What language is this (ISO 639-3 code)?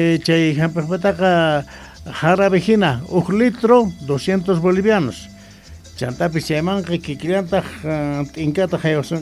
que